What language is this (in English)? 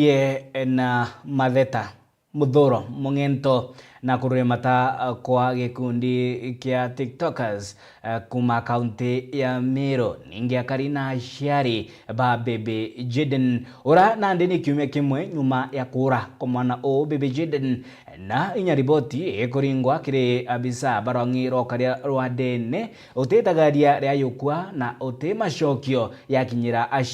Meru